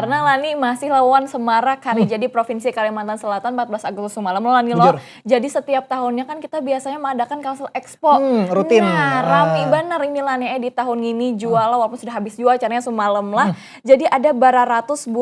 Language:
Banjar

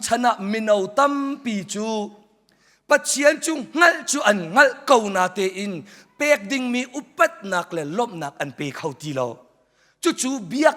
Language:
Hakha Chin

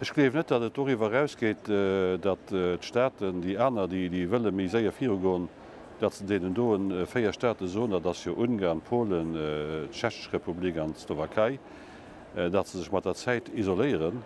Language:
Luxembourgish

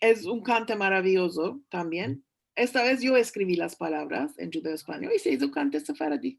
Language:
Ladino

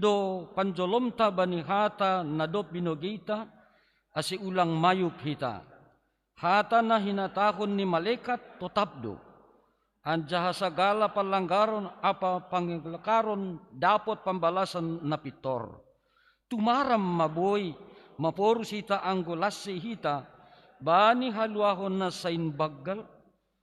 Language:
Batak Simalungun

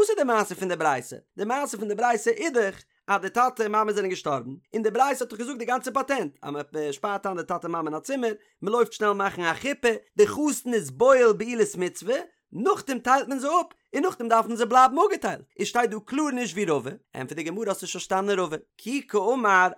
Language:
Yiddish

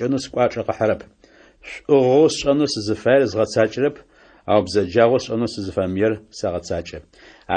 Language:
Adyghe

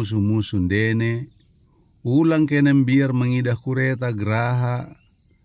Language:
Batak Dairi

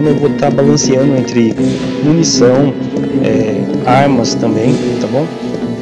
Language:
Portuguese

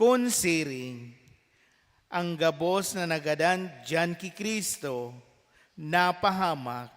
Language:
Bikol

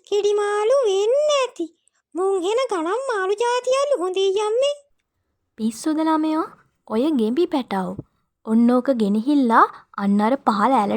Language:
Sinhala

